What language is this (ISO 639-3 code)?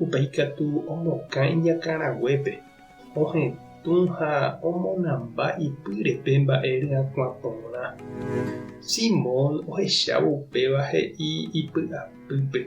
grn